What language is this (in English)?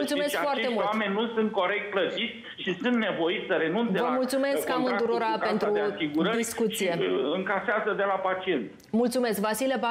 Romanian